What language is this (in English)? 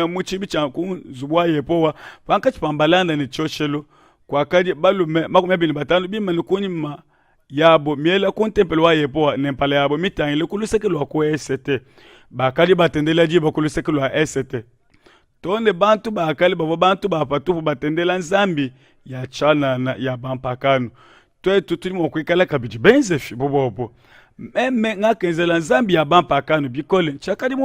Luba-Lulua